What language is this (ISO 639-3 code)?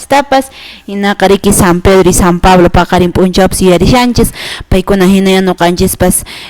que